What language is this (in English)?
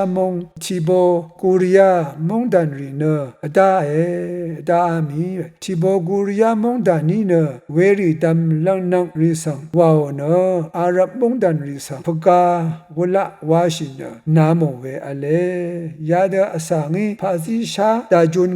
Rawang